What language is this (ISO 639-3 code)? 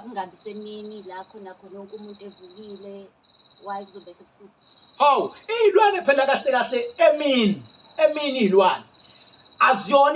zul